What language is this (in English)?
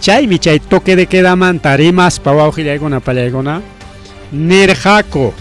Ayacucho Quechua